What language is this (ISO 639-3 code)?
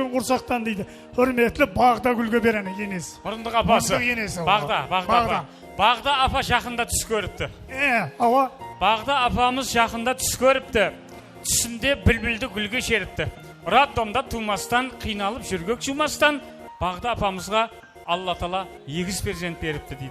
kaa